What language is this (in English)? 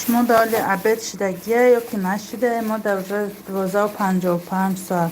Tajik